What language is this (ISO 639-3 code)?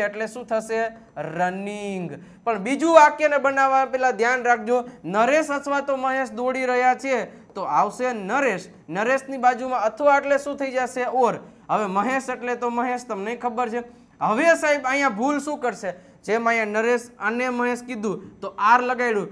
guj